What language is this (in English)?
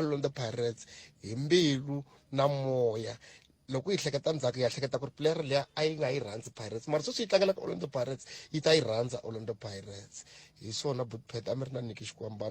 Tsonga